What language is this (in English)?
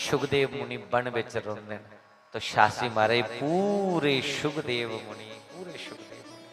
Dogri